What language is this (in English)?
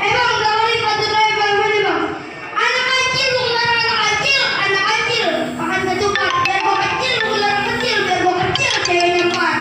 Betawi